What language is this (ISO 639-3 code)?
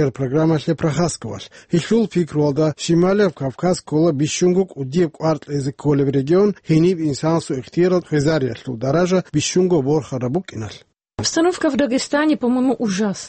ava